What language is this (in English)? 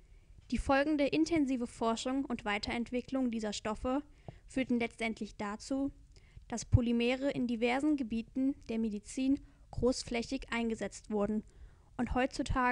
German